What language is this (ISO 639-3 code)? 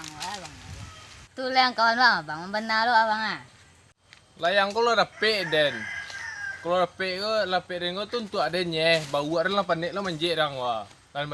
min